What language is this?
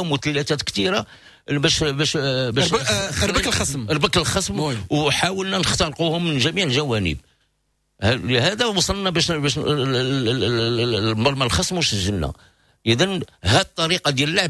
Moroccan Arabic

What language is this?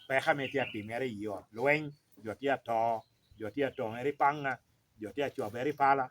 Lango (Uganda)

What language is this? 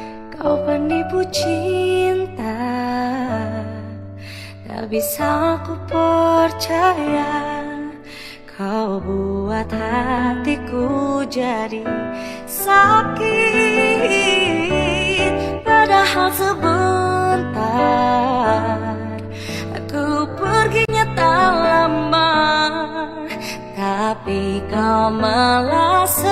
Indonesian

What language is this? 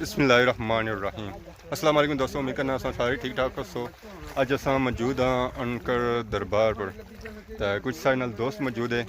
Pahari-Potwari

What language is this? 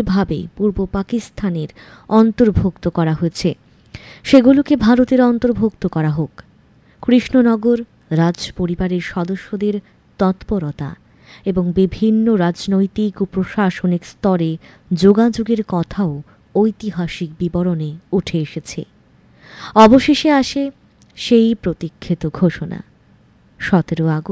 Bangla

